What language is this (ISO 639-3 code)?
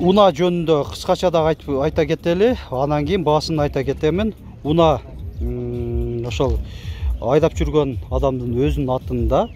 kir